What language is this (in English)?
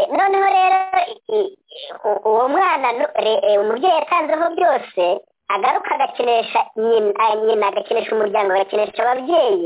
Kinyarwanda